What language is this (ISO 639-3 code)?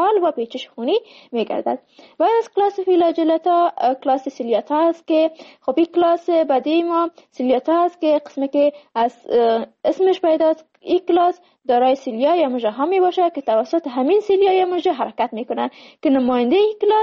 fas